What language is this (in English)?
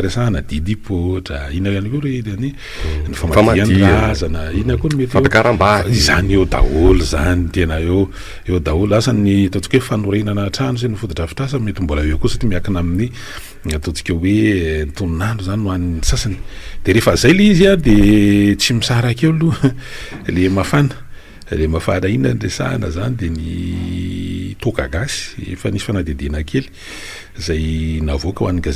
Malagasy